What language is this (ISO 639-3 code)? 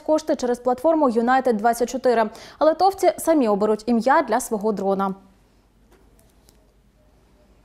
ukr